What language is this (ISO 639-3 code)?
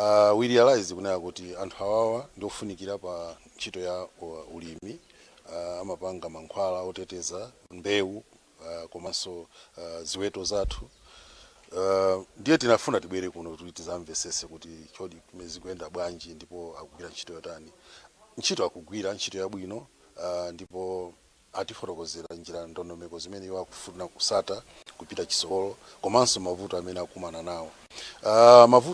nya